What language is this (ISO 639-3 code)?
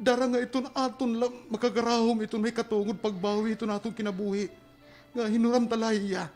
war